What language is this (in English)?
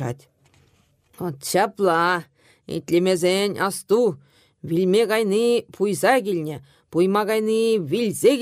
Chuvash